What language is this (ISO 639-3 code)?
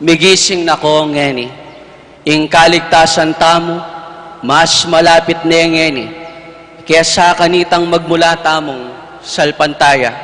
pam